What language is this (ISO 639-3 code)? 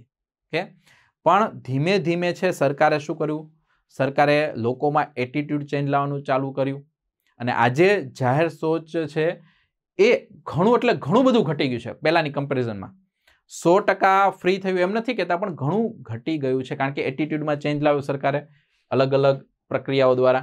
guj